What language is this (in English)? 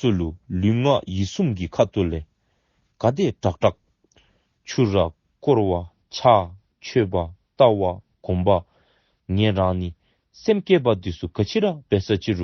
Dzongkha